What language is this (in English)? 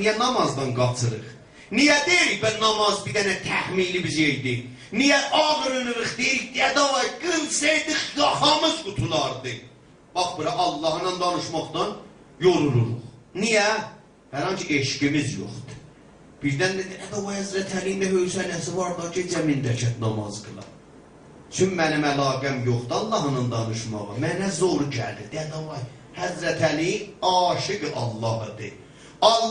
South Azerbaijani